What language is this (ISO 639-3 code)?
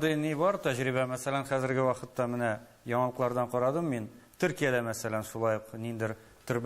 tat